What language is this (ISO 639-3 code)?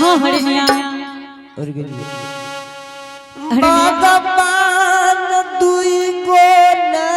anp